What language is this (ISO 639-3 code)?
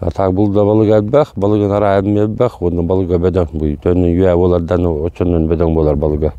sah